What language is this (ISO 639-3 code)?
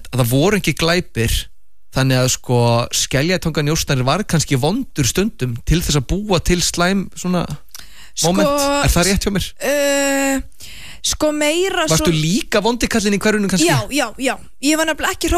isl